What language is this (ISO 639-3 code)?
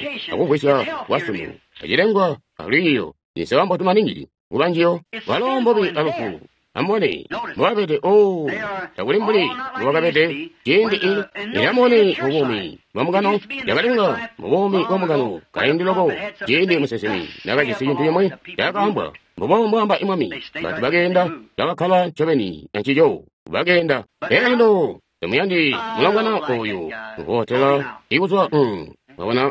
toi